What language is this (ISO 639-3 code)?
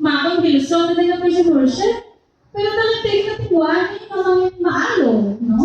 hil